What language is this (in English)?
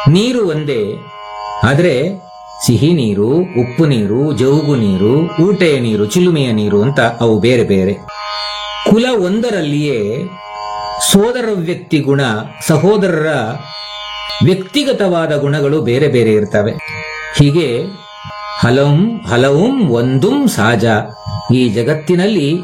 Kannada